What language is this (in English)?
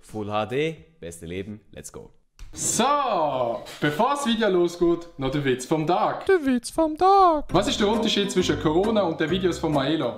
Swiss German